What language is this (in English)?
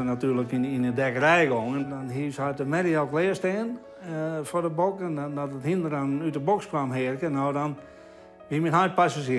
Western Frisian